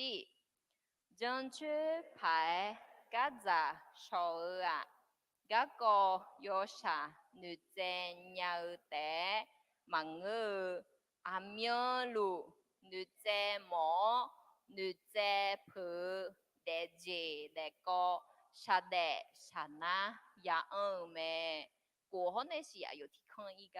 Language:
Akha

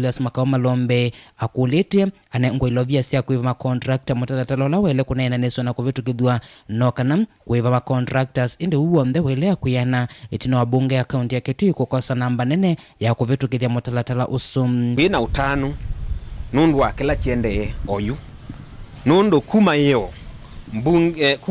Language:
Kamba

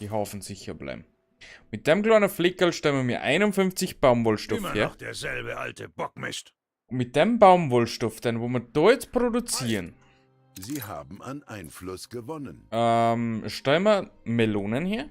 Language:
Bavarian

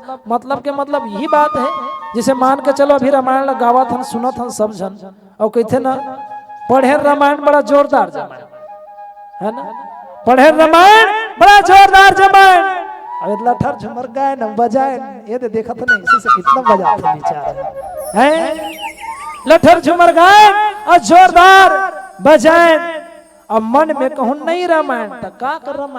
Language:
Chhattisgarhi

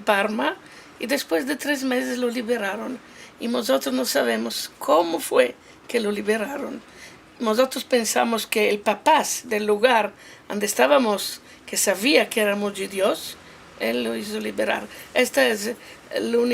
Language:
Ladino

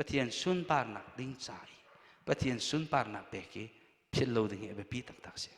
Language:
Hakha Chin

